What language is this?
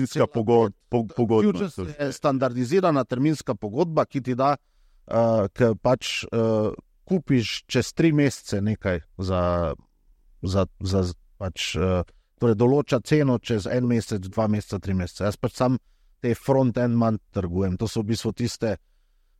Slovenian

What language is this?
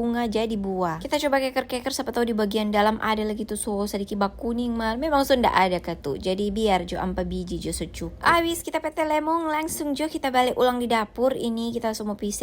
Manado Malay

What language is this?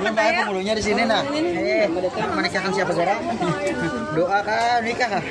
Banjar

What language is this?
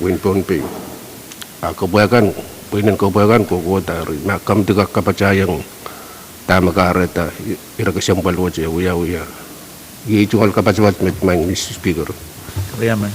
Pohnpeian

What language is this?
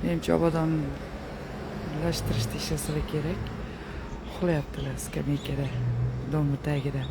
Uzbek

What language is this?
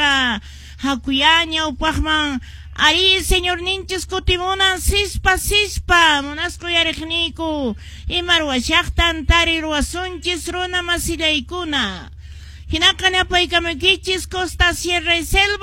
Quechua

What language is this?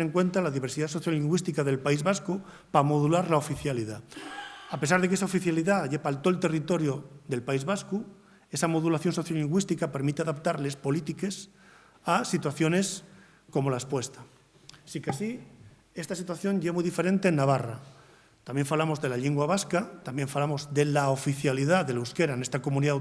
Asturian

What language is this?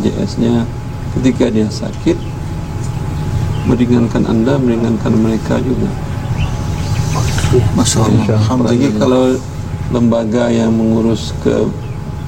Indonesian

